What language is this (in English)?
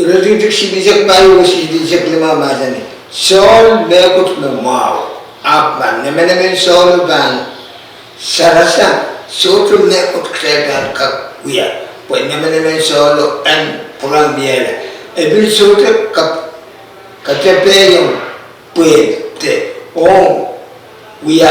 Pohnpeian